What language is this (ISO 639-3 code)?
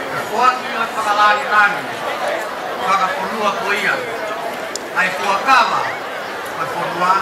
ton